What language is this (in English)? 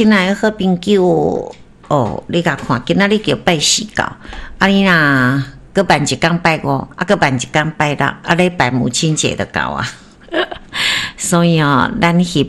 Min Nan Chinese